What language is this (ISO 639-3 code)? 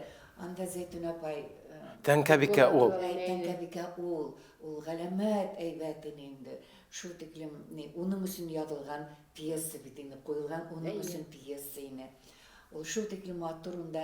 bak